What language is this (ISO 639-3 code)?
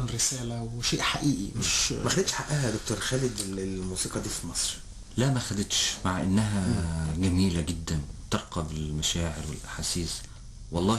arz